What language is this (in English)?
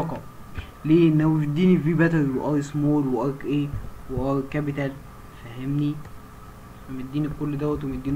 Egyptian Arabic